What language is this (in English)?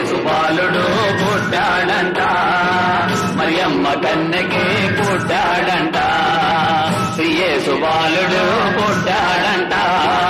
Telugu